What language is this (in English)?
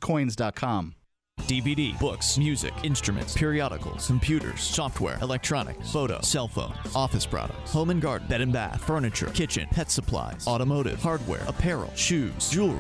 English